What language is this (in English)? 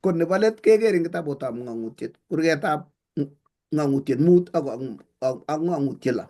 Kalenjin